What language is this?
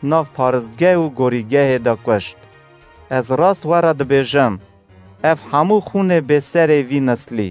Kurdish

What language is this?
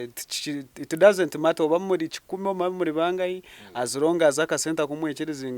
Nyankole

